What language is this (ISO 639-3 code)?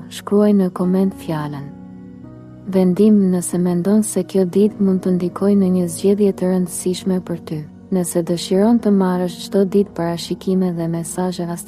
sqi